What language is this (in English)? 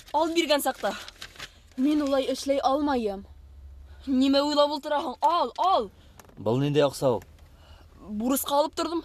Bashkir